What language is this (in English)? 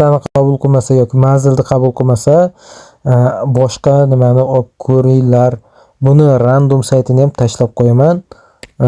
Uzbek